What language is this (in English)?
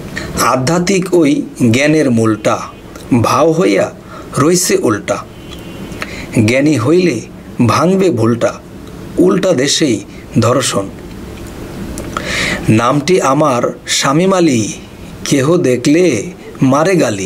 Bangla